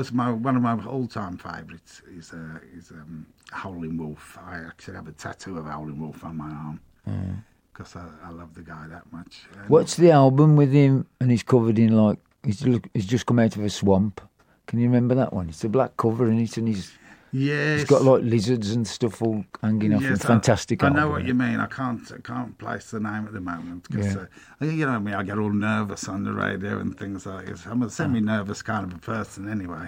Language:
English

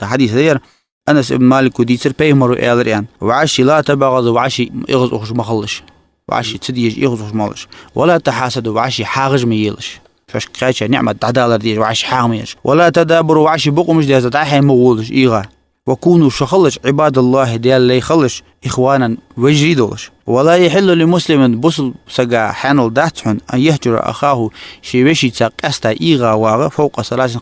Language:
Ingush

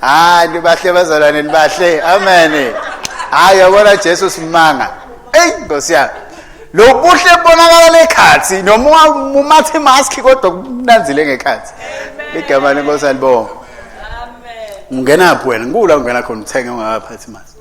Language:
Swati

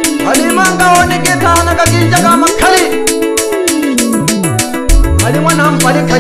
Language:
Swahili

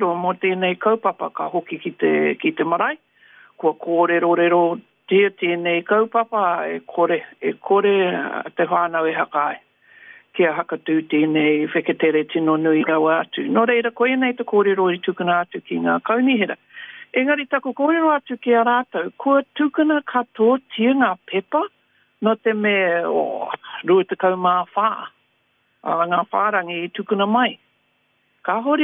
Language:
Māori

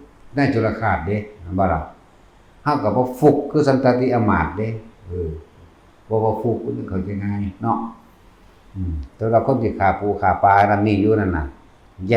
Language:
Northeastern Thai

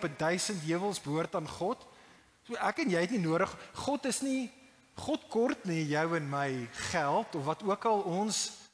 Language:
Afrikaans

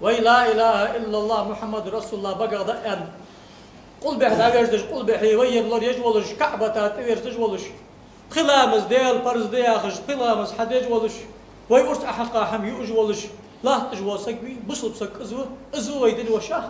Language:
Ingush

